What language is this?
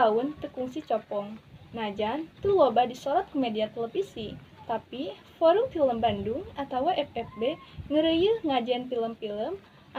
Sundanese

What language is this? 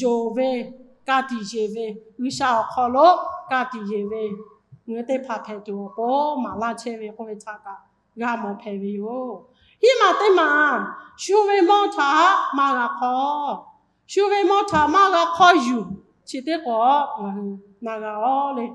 Lahu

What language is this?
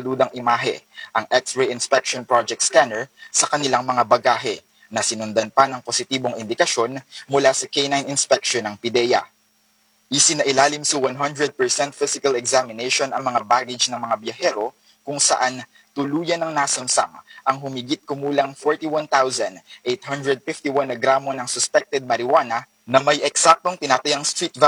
Filipino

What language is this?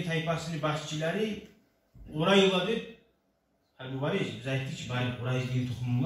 Kumyk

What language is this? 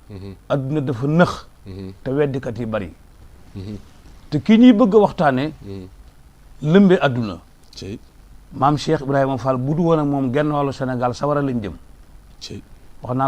Wolof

